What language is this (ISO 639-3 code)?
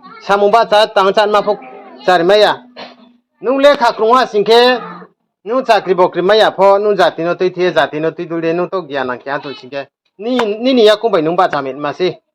ria